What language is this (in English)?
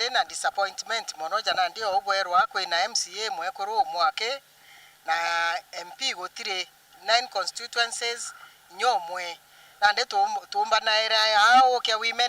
Meru